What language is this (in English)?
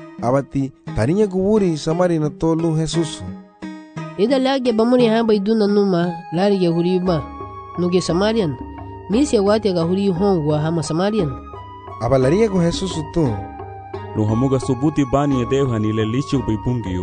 Garifuna